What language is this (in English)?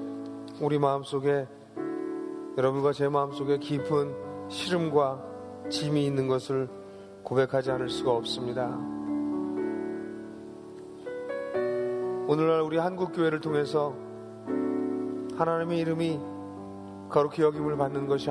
Korean